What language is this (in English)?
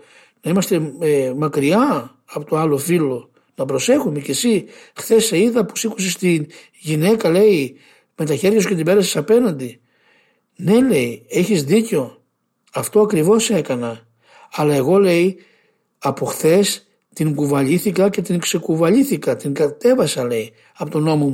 Greek